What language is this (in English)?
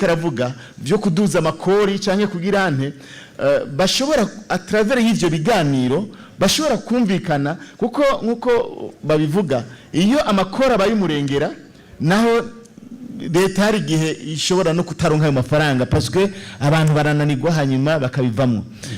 Rundi